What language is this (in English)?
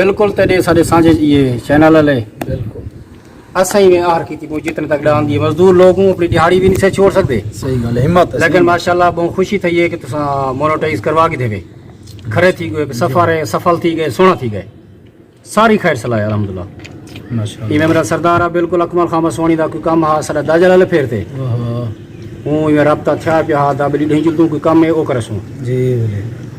Saraiki